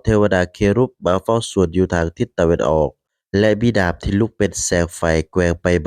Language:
Lao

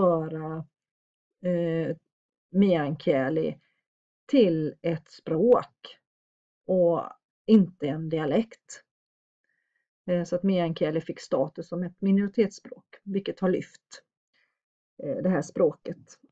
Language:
Swedish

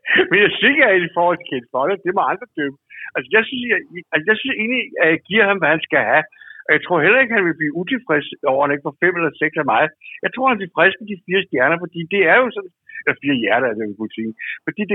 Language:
Danish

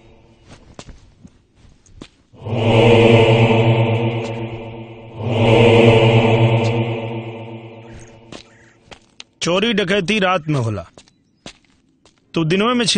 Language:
Bhojpuri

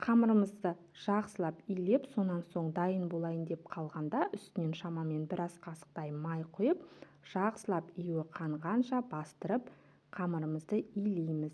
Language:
Kazakh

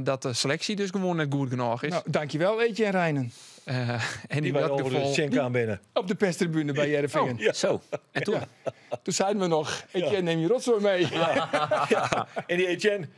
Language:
Western Frisian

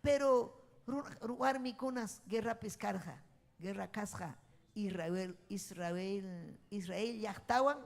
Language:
Ayacucho Quechua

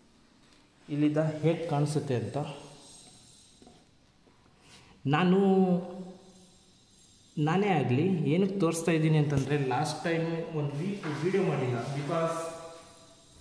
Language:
Kannada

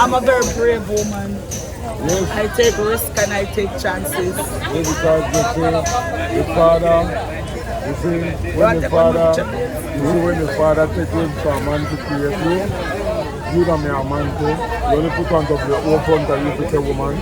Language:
Jamaican Creole English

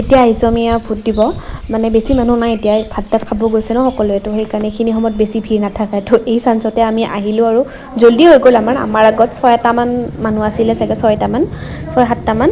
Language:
Assamese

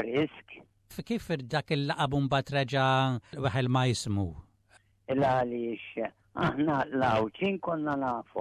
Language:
Maltese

